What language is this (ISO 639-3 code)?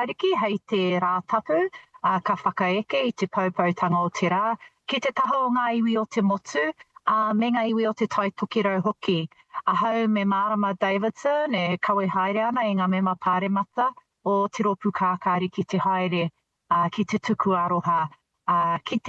mri